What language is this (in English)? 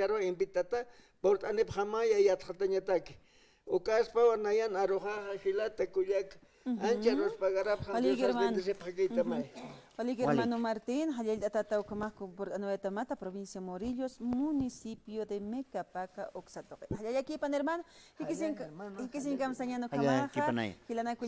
Aymara